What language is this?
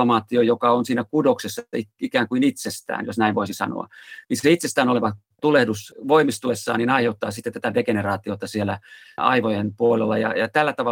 Finnish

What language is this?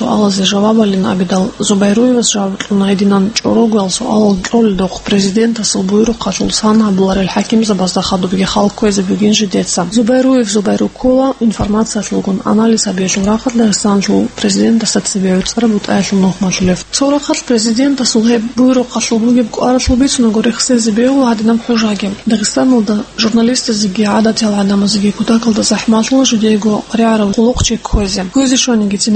Avaric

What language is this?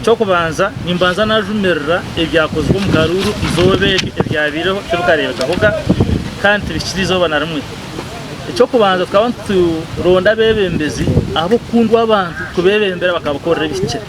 Nyankole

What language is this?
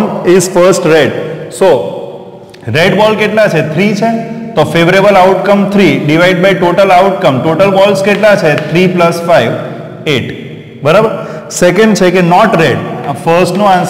Gujarati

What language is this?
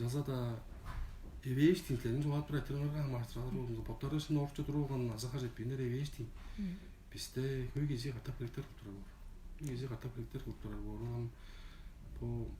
Tuvinian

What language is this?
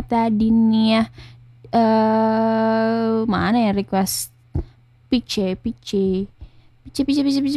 Indonesian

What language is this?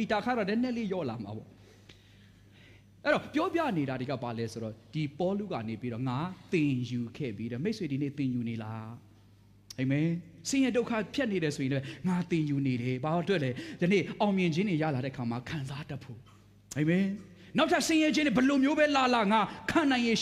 Burmese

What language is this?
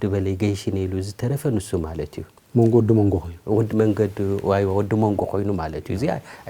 Tigrinya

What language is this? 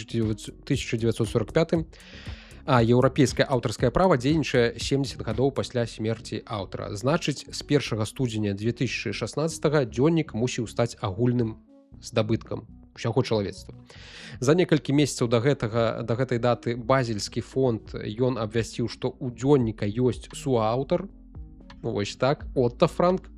Belarusian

